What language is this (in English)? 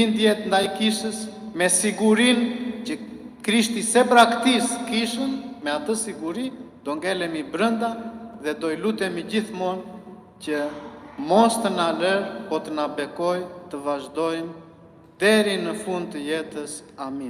Albanian